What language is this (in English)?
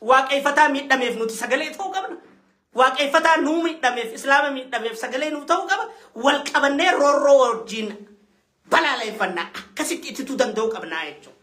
Oromo